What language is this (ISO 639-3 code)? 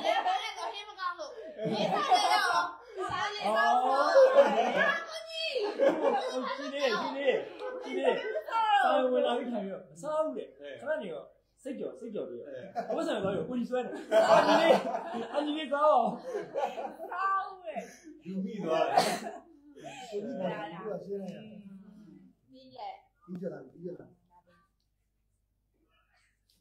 mya